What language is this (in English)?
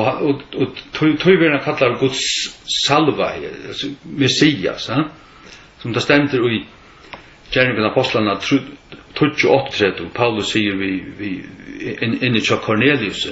Faroese